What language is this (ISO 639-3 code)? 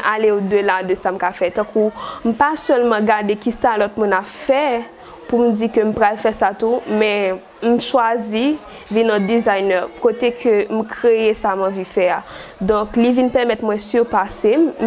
hat